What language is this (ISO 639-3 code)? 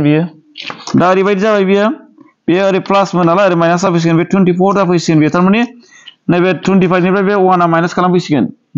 brx